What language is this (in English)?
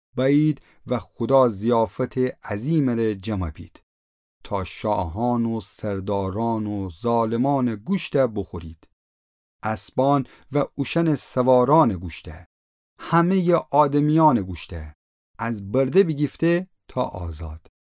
Gilaki